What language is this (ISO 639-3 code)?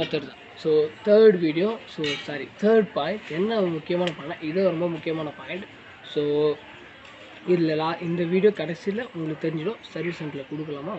tam